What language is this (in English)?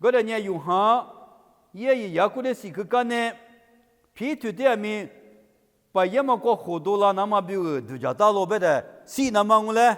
Lisu